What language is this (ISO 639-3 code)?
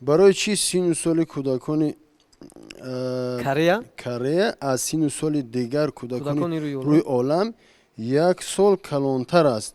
tgk